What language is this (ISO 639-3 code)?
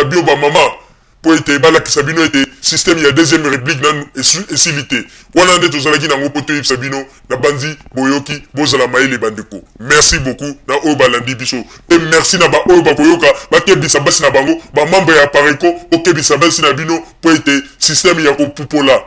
lin